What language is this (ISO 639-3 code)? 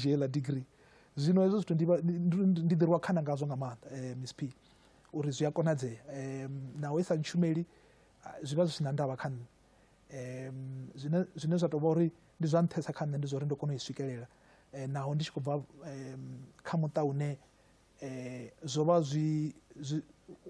ven